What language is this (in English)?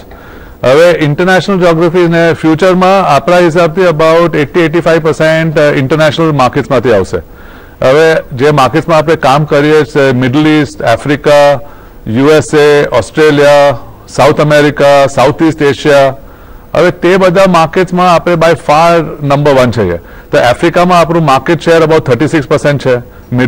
Gujarati